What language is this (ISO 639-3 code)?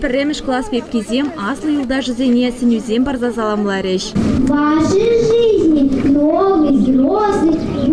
chv